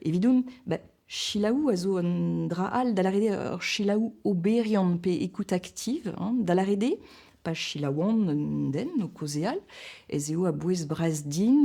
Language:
Breton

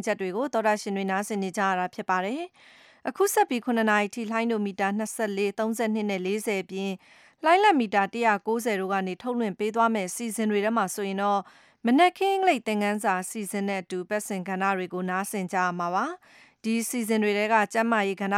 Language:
Burmese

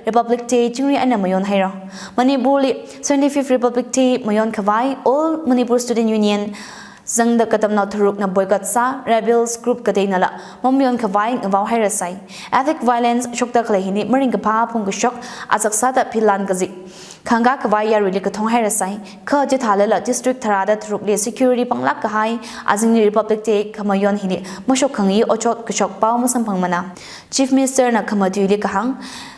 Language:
Tangkhul Naga (India)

